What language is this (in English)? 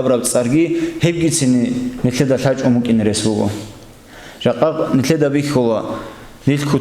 Avaric